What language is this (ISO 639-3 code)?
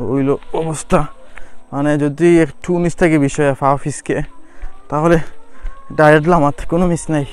syl